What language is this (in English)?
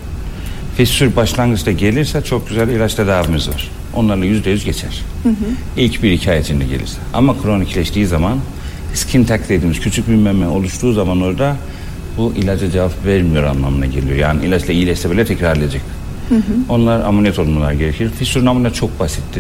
Turkish